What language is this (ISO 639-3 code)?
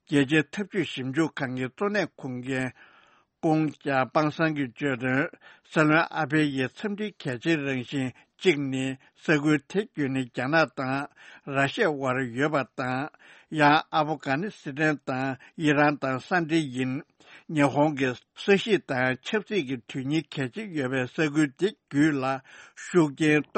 bod